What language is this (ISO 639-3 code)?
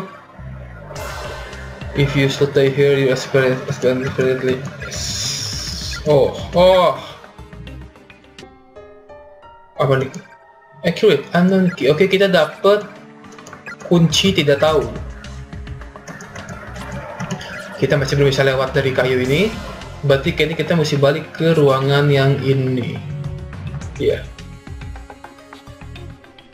ind